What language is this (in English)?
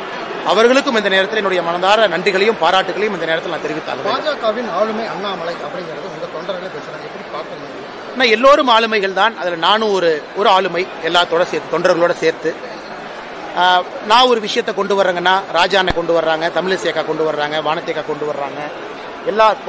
Tamil